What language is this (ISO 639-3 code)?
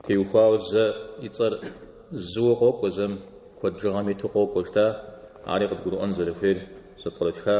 kbd